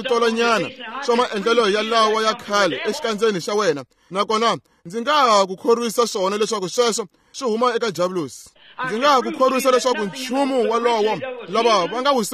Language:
Tsonga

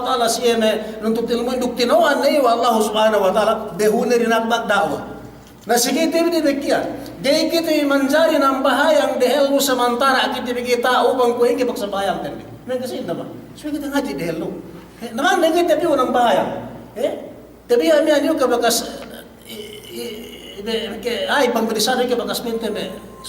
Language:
Yakan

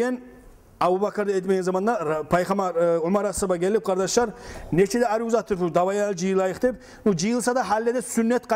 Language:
Kumyk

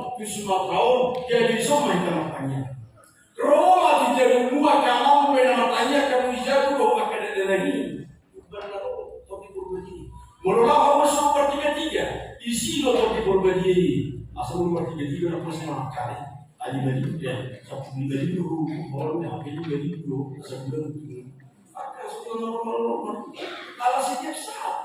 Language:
Batak Toba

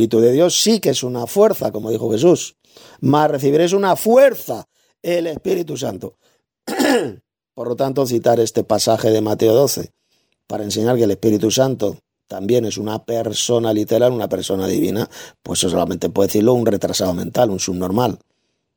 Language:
Spanish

